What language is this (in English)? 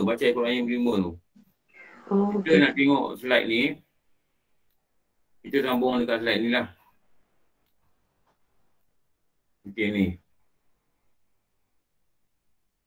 Malay